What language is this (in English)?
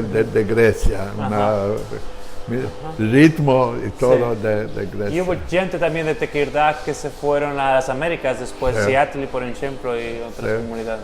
Ladino